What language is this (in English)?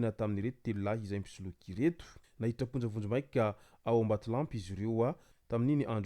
Malagasy